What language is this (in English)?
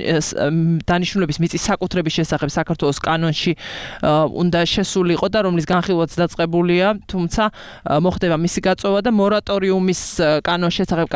Georgian